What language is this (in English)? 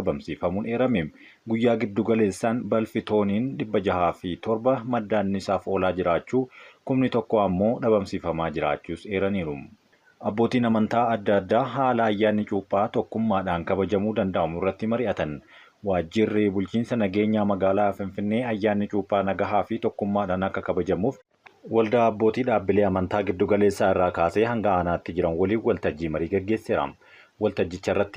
Oromo